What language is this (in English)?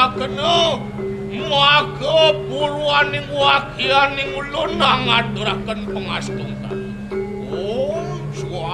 Balinese